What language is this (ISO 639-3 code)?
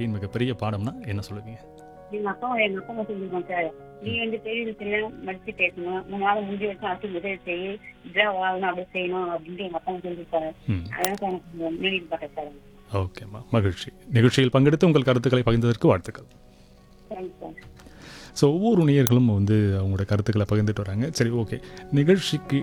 tam